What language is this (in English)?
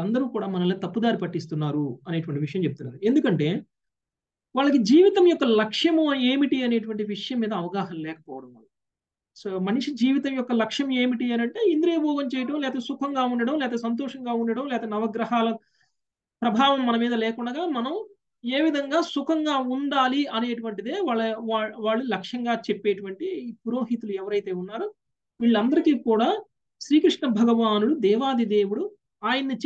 Telugu